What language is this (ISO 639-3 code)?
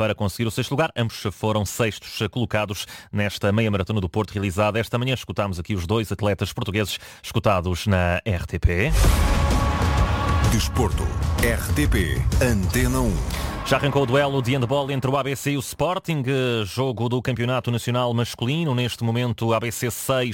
por